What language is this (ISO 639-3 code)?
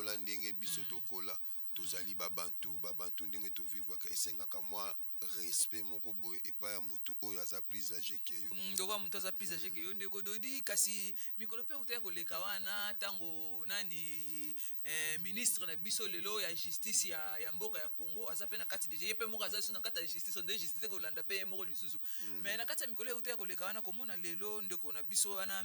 lin